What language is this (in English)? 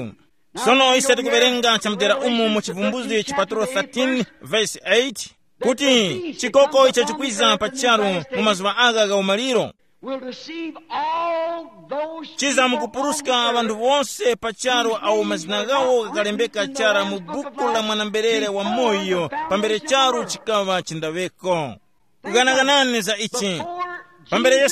Tumbuka